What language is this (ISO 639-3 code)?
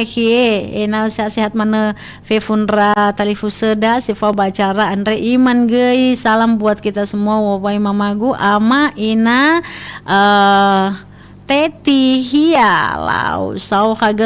nia